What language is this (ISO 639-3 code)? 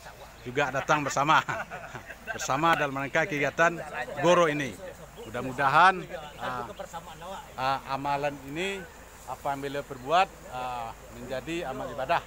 min